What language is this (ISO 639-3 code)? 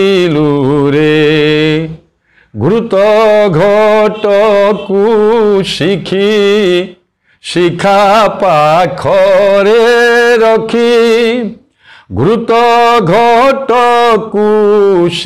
ori